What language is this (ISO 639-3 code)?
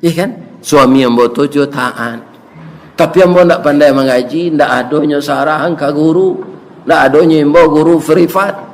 min